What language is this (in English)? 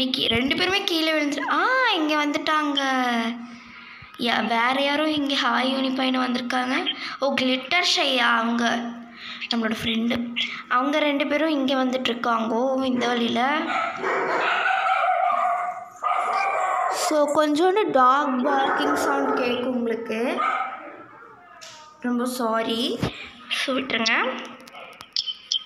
Tamil